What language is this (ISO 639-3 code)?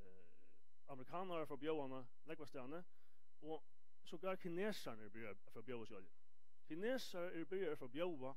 fao